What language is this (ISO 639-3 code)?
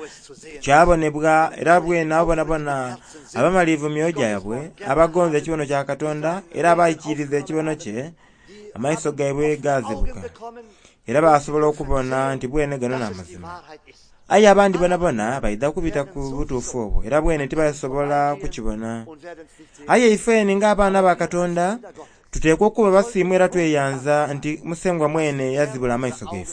xog